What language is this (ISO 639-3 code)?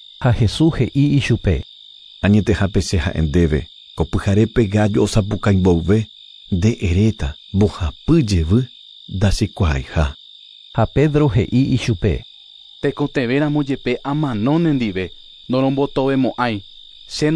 grn